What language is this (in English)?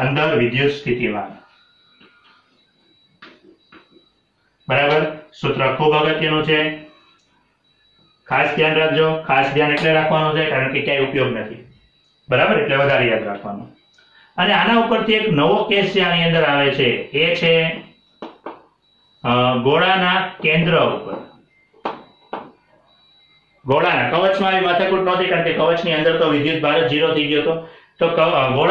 Gujarati